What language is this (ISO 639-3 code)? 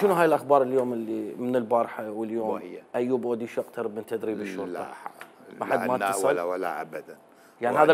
acm